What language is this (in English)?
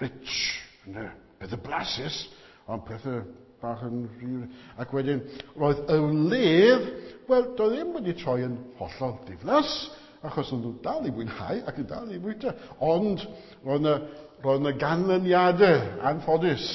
Welsh